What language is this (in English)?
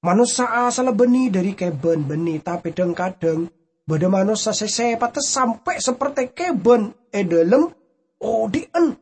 Madurese